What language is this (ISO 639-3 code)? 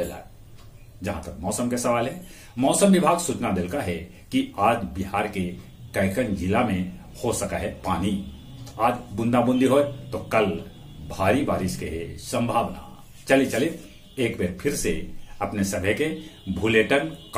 mag